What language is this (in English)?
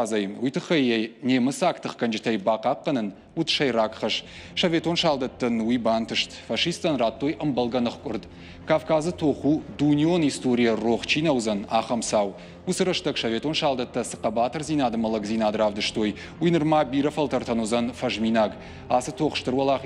Ossetic